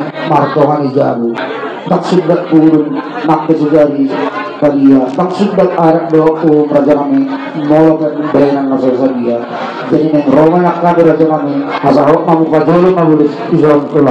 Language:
Batak Toba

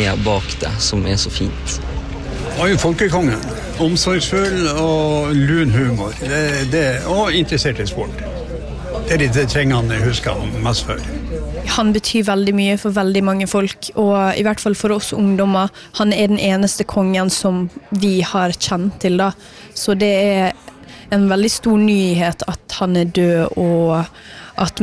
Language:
Norwegian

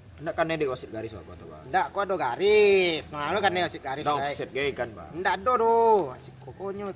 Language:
Minangkabau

